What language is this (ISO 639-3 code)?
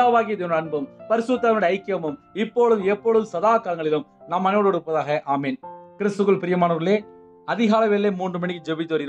tam